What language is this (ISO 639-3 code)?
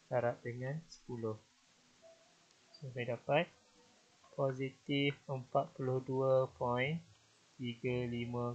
msa